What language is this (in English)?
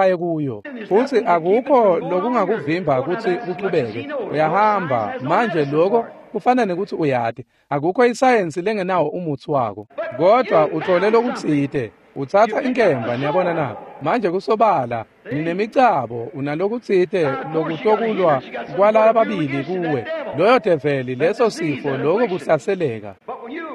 Swati